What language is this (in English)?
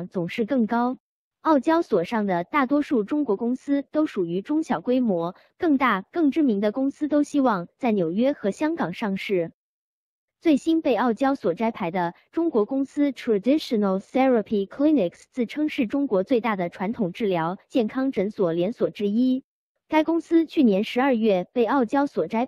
Chinese